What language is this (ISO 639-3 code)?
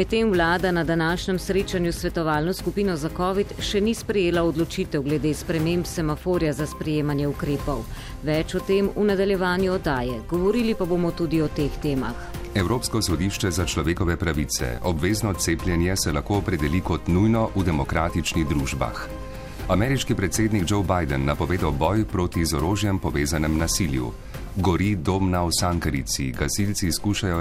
slv